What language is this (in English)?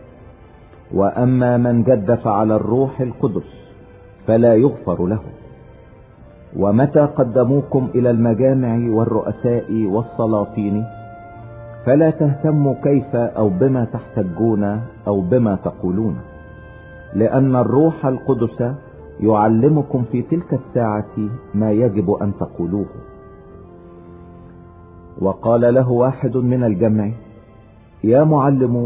Egyptian Arabic